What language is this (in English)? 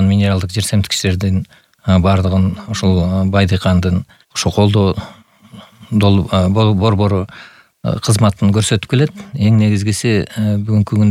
Kyrgyz